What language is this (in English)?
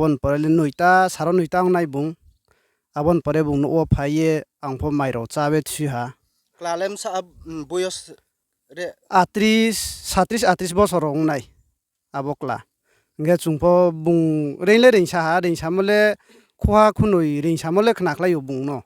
Riang (India)